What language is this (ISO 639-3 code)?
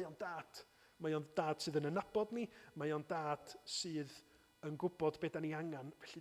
cym